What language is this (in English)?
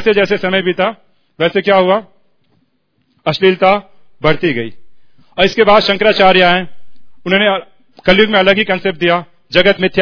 Hindi